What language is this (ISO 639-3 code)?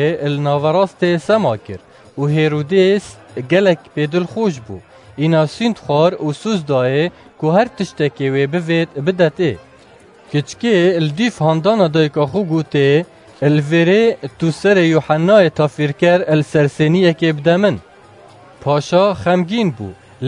kur